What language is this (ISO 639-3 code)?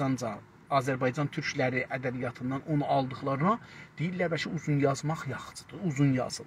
azb